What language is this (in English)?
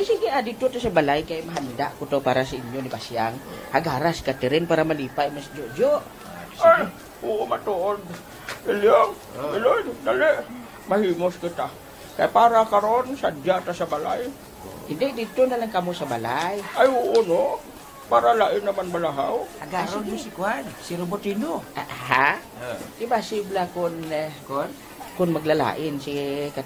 Hiligaynon